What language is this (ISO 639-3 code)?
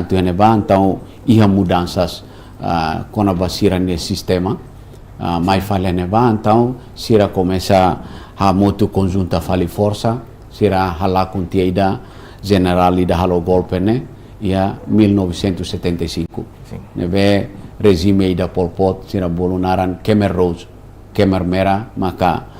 tet